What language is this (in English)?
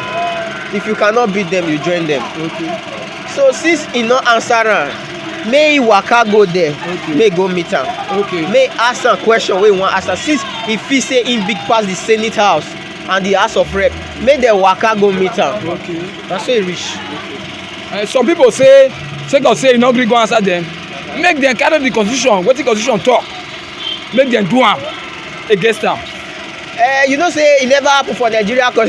Nigerian Pidgin